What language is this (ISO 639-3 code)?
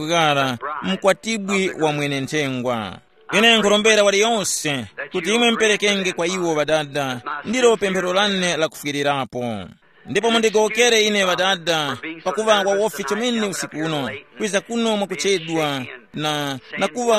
tum